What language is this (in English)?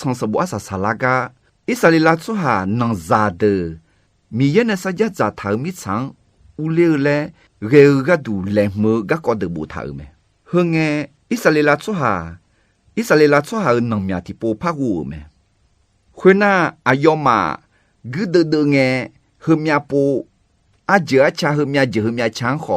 Akha